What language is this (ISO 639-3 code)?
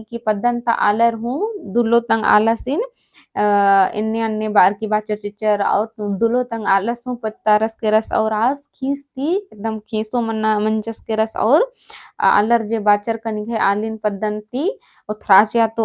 kru